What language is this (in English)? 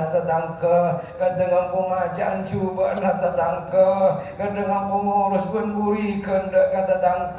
Madurese